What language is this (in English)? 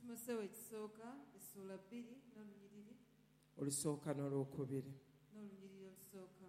Ganda